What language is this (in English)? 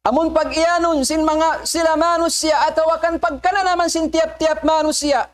Tausug